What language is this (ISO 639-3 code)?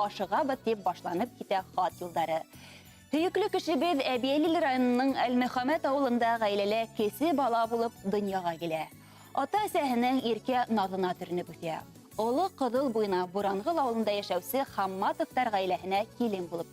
bak